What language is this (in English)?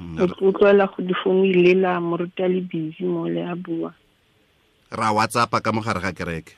Tswana